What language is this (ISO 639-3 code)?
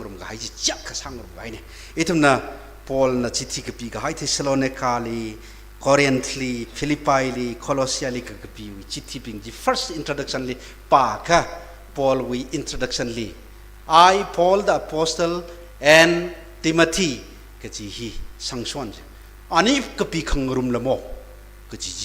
nmf